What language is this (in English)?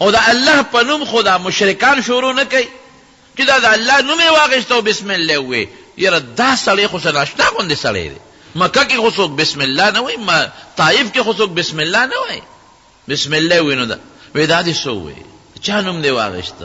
Pashto